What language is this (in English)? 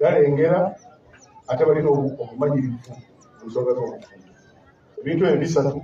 Ganda